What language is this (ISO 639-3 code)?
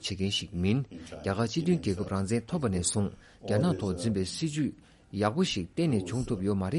bod